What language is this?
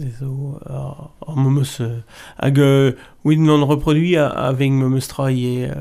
Breton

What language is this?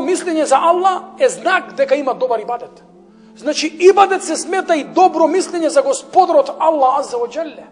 Macedonian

